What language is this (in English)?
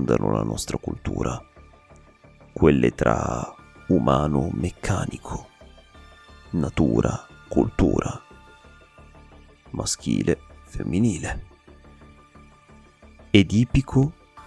Italian